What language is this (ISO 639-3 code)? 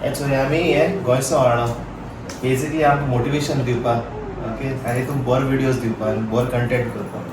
kok